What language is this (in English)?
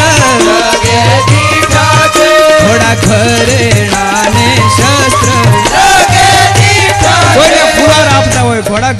Gujarati